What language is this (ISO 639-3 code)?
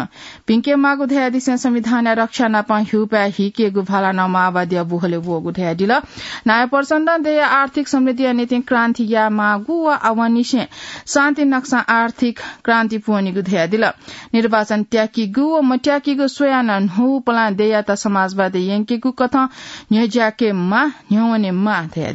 new